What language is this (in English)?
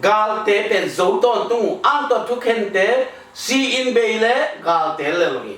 Tedim Chin